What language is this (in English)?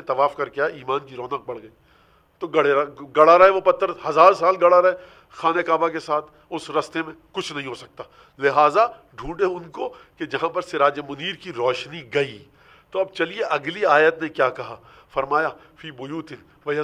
Urdu